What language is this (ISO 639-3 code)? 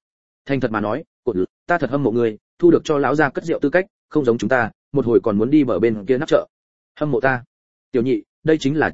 vie